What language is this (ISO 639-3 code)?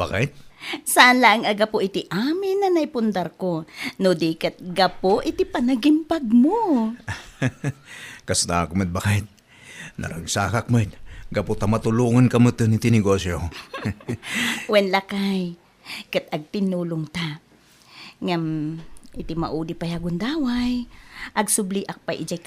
ilo